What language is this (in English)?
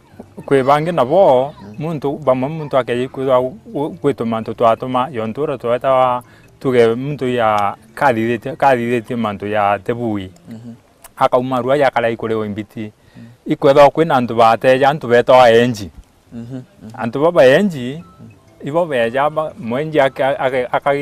Meru